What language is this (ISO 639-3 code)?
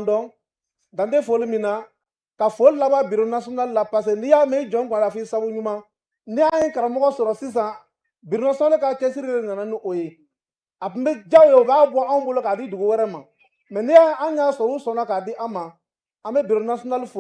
bam